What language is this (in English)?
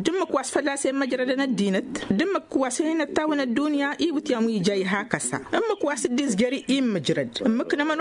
Tamasheq